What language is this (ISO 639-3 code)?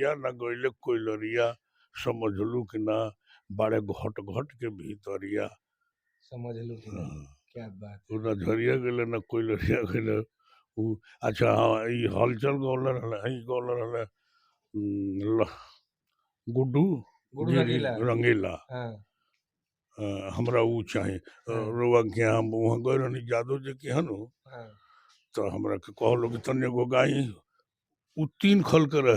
bho